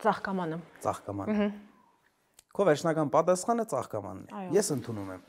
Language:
Armenian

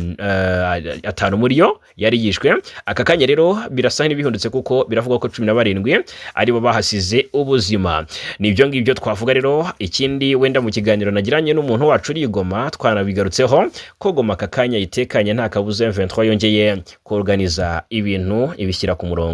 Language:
Kinyarwanda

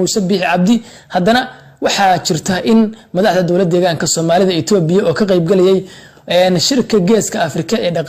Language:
Somali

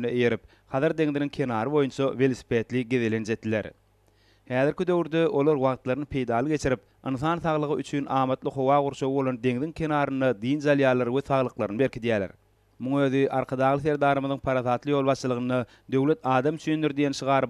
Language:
Turkmen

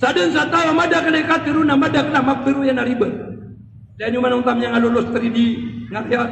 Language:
Maranao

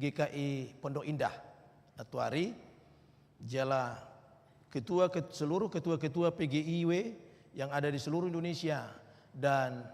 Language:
Batak Toba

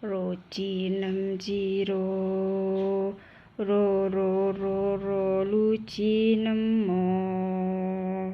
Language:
Javanese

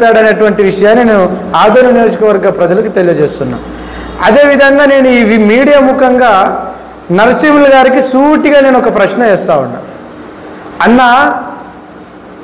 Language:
Telugu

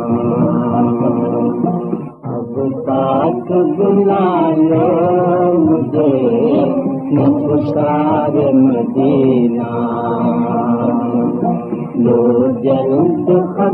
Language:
Hindi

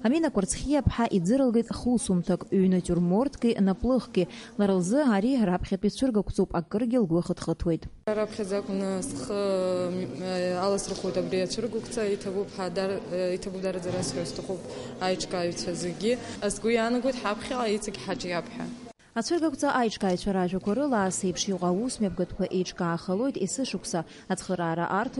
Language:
Abkhazian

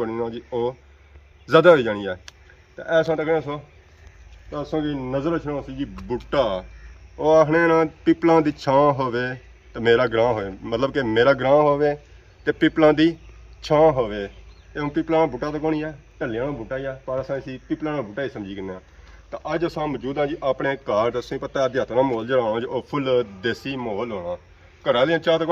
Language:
Pahari-Potwari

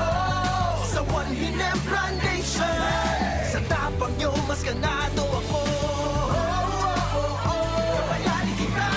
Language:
Bikol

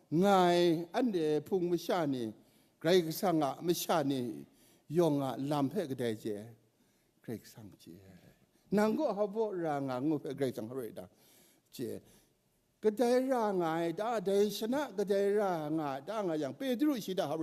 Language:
Kachin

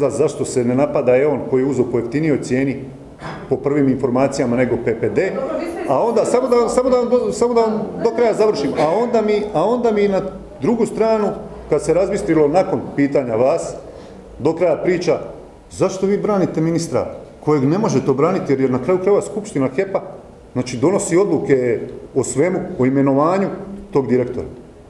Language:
Croatian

